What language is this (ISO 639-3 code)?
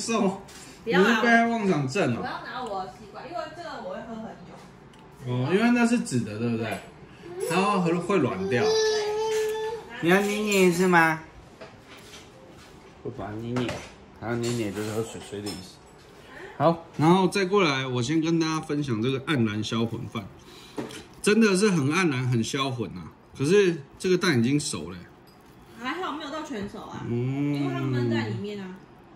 zho